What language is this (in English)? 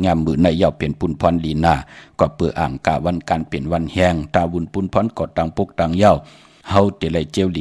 Shan